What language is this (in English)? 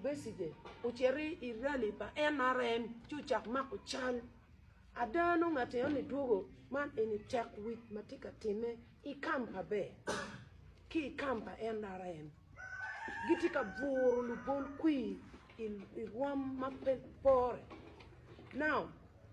Acoli